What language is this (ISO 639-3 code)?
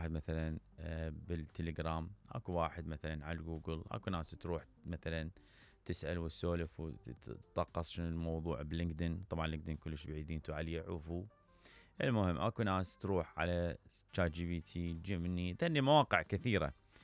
acm